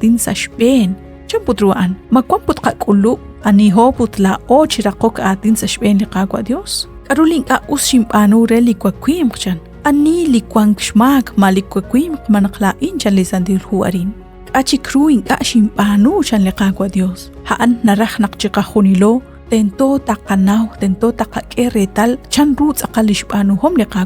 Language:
Kekchí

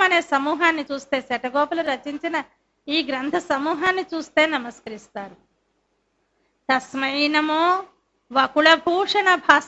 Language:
Telugu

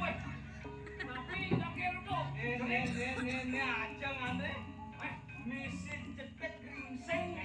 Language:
Balinese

